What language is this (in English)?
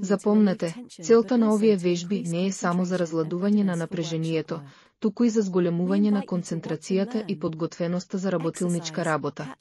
Macedonian